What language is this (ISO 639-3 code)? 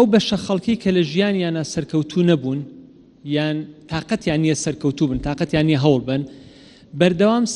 ckb